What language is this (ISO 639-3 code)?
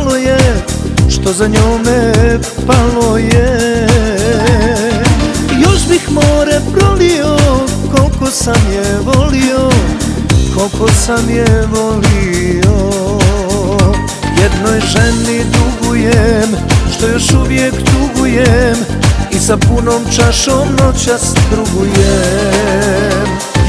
hrv